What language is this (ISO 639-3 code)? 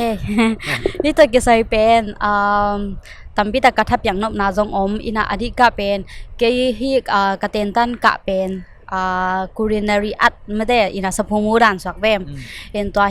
ctd